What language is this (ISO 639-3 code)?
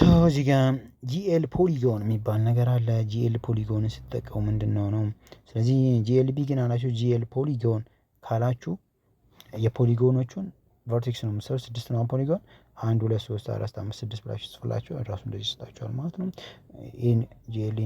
amh